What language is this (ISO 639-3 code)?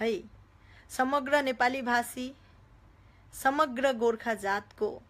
nep